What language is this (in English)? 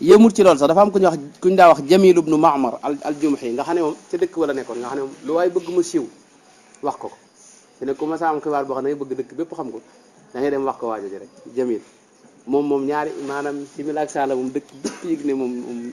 Wolof